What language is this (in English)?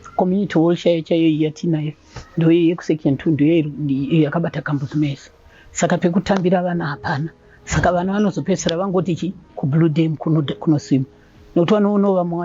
Shona